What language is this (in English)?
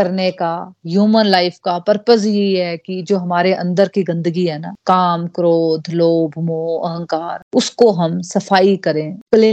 Hindi